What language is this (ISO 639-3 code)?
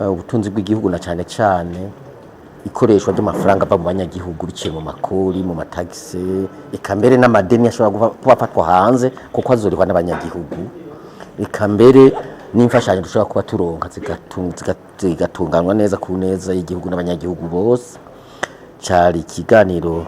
run